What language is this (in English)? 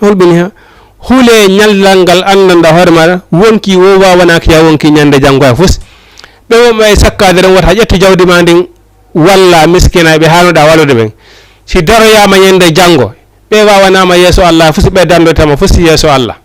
Fula